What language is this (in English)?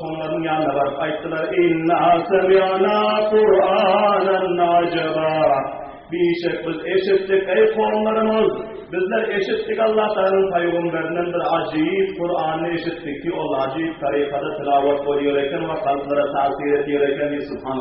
Turkmen